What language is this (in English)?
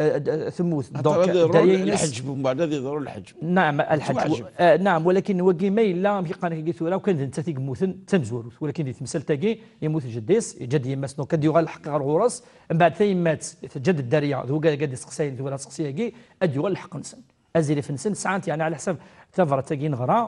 Kabyle